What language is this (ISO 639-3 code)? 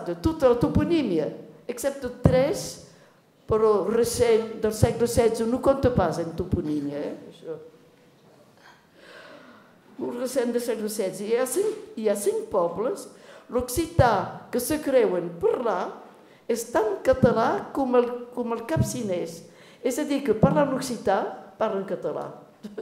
cat